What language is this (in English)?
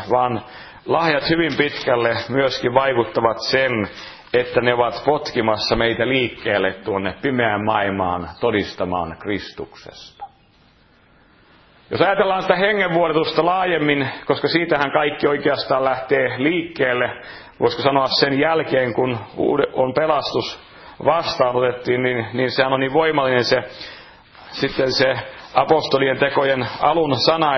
Finnish